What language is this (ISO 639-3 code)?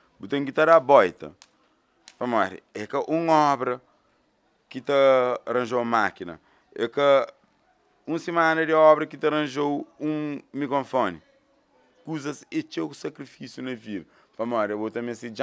kea